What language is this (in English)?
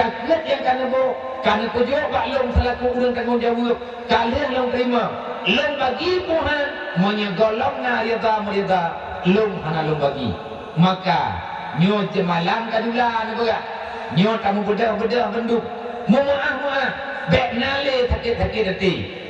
Achinese